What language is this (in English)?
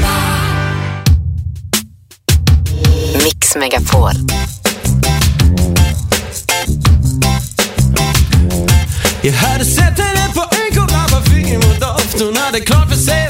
Swedish